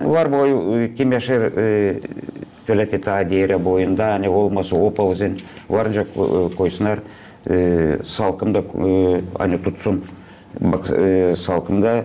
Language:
Gagauz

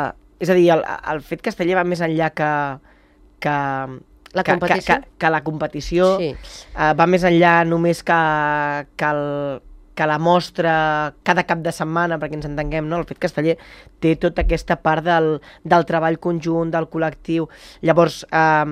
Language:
Catalan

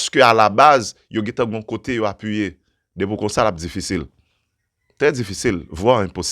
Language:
Haitian Creole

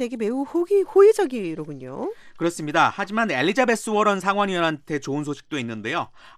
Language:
Korean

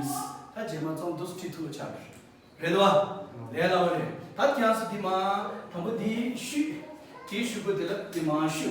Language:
Tibetan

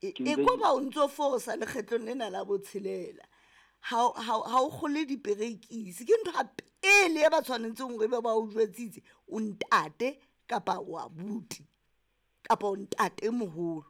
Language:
Southern Sotho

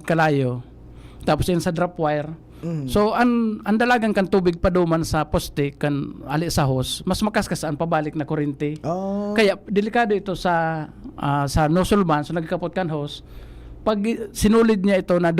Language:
Bikol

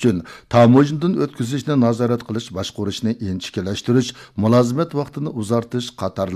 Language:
Uyghur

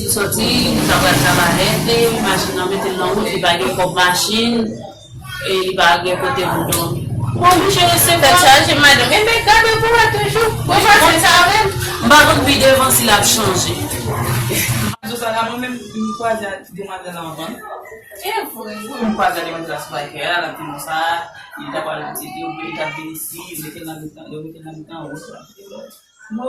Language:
Haitian Creole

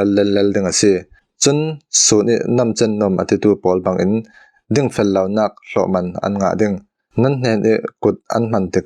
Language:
Falam Chin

